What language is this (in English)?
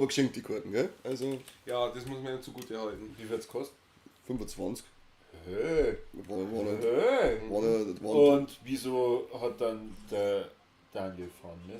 Bavarian